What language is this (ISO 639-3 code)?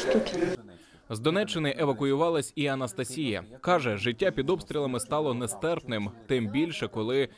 ukr